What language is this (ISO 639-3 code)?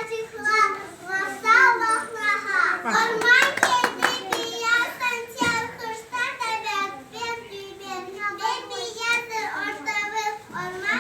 crh